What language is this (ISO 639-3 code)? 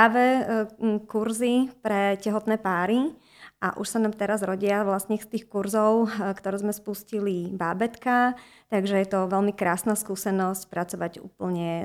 slk